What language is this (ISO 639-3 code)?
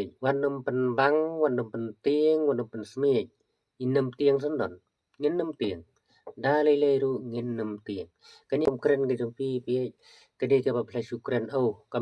kha